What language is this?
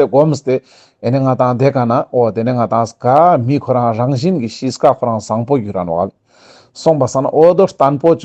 Ladakhi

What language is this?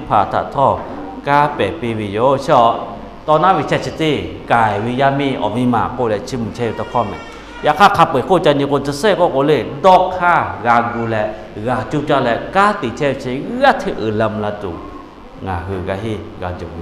Lahu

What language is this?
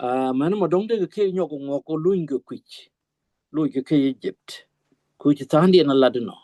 Nuer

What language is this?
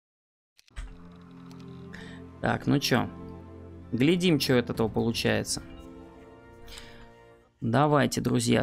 Russian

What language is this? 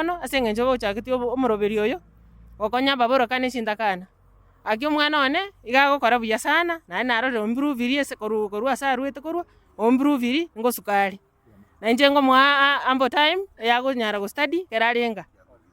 Gusii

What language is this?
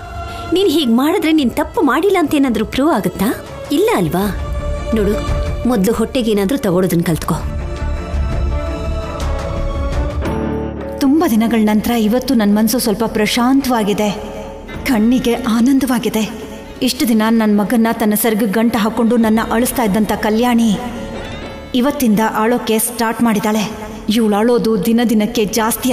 Kannada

